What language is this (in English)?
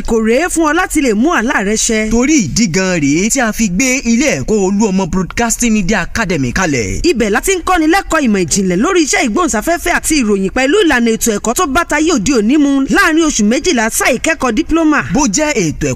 Yoruba